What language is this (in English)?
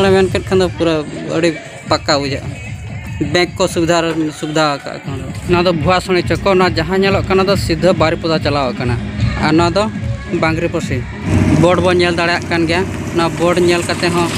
Santali